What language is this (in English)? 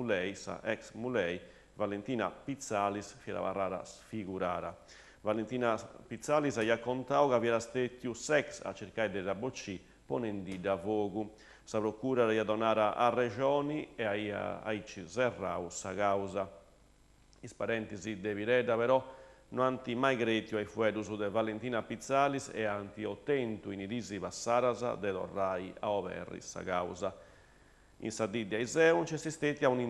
Sardinian